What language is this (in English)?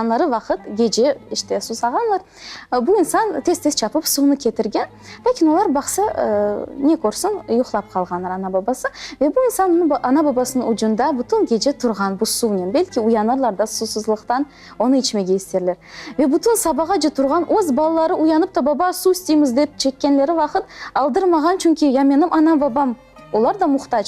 Crimean Tatar